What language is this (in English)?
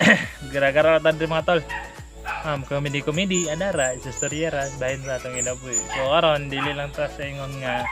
Cebuano